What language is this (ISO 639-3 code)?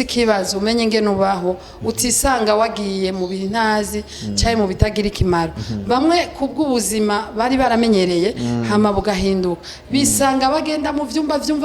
run